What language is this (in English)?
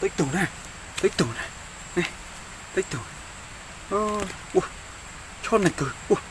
Hmong